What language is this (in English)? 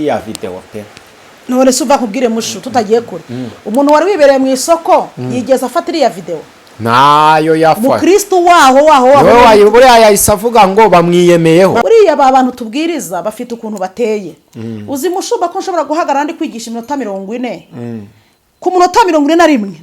Kinyarwanda